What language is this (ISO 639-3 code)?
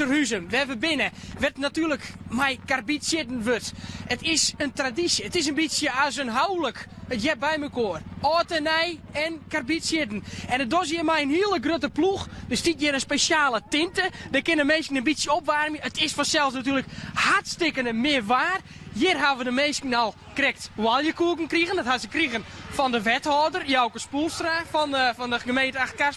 fry